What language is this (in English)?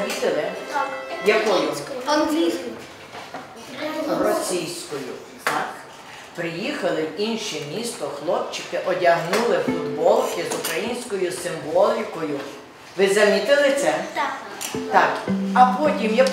Ukrainian